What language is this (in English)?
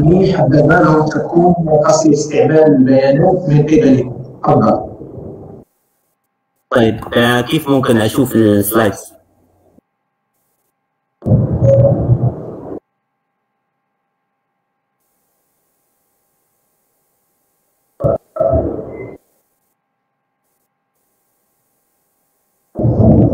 Arabic